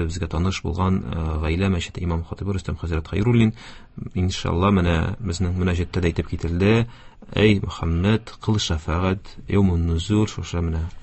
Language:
Tatar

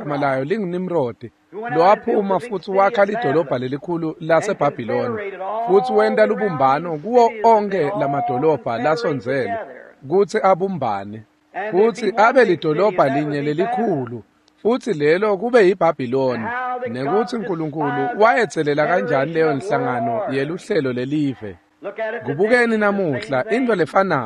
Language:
Swati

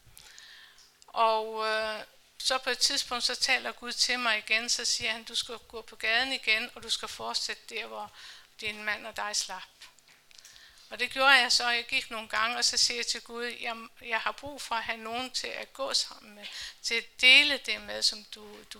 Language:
Danish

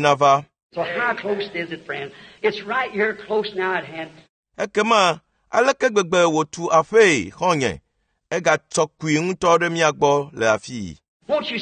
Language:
Ewe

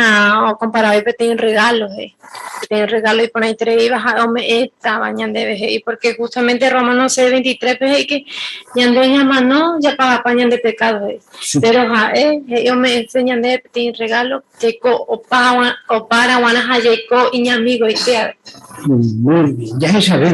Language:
Guarani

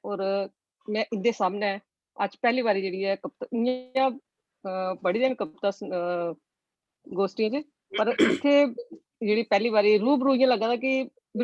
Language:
Dogri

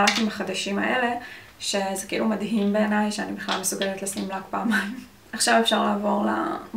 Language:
Hebrew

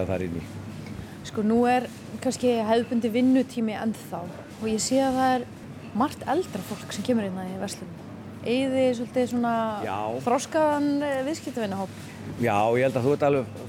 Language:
Icelandic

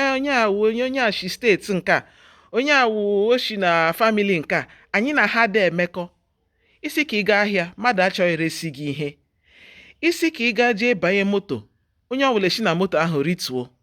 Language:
Igbo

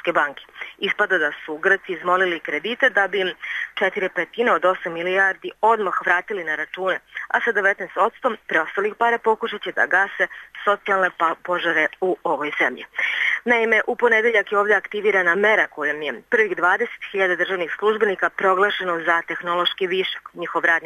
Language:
Serbian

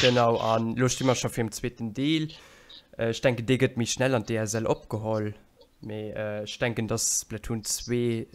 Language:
Luxembourgish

